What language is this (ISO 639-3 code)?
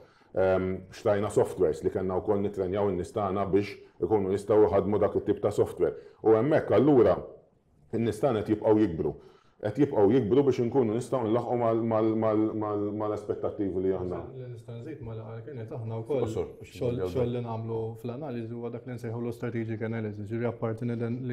mlt